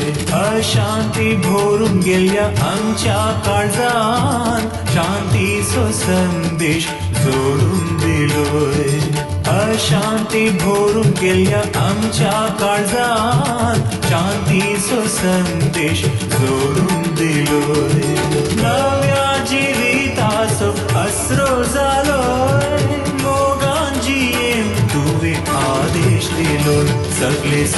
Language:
Konkani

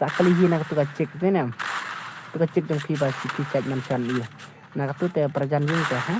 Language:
Khasi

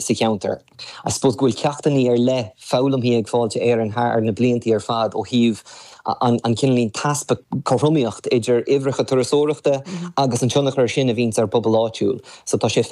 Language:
Irish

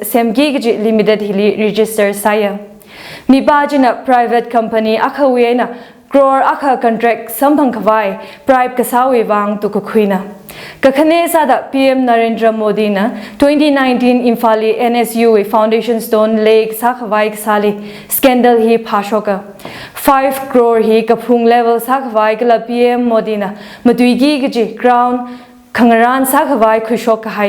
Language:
Tangkhul Naga (India)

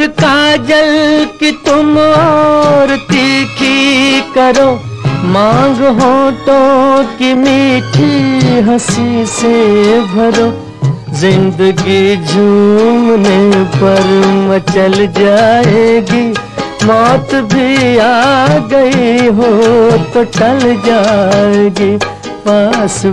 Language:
Hindi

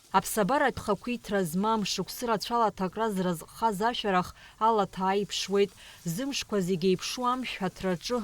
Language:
Abkhazian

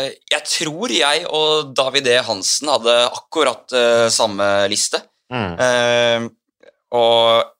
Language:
Norwegian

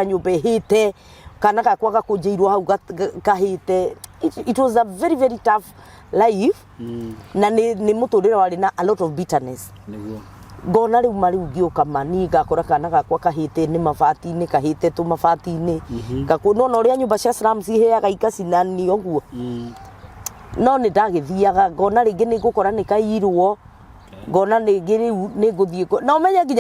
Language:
Kikuyu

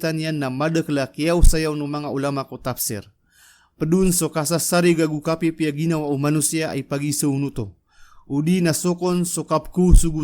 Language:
Maranao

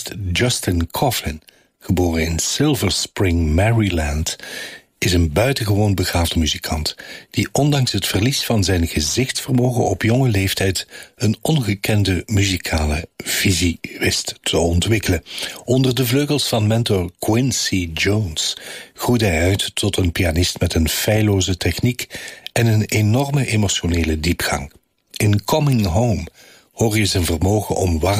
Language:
Dutch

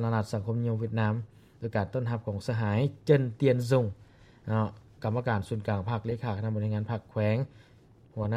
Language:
Lao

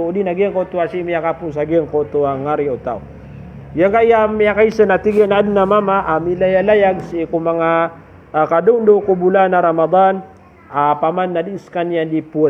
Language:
Maranao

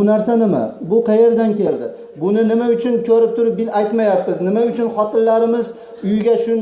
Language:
Uzbek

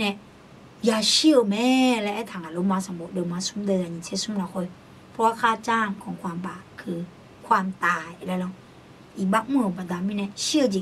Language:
Akha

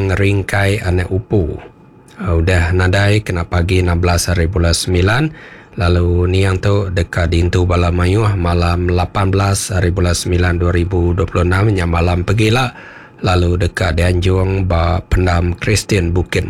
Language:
Iban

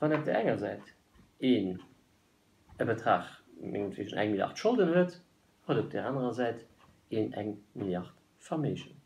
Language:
Luxembourgish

